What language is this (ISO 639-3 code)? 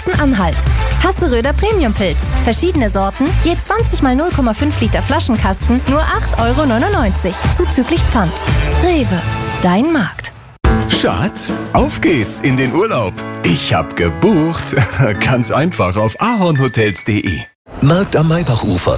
deu